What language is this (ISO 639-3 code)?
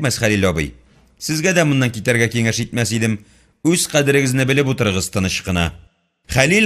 tat